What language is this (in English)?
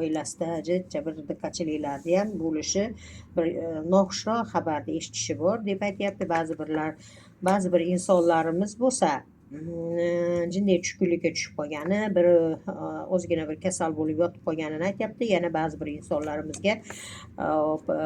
Uzbek